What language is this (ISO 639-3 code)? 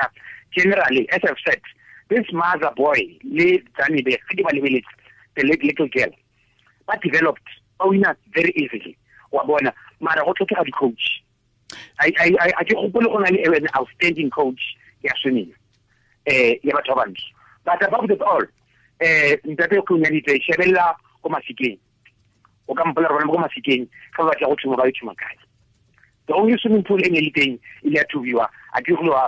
tsn